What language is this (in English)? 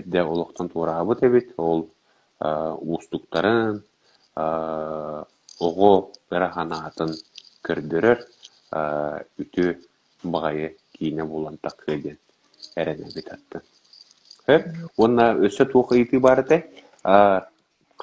Yakut